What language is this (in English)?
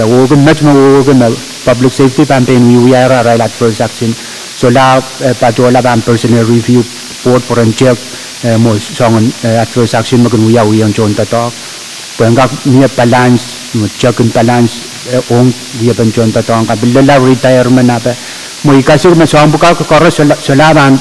Pohnpeian